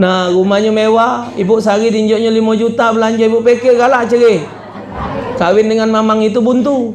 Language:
Musi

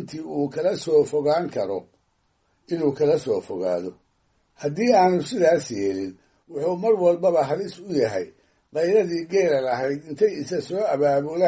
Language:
Somali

